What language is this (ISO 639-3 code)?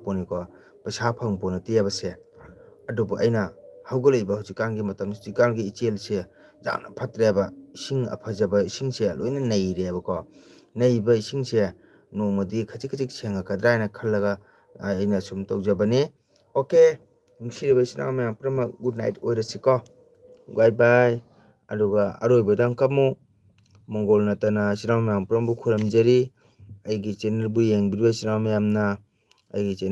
mni